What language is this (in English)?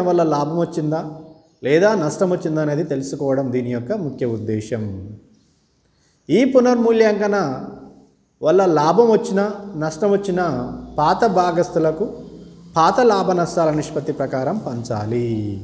Telugu